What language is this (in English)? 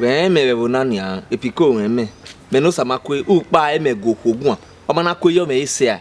Bini